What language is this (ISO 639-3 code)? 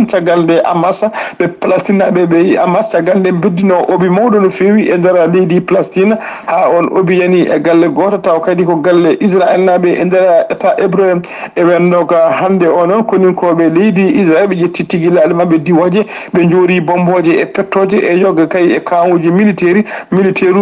ful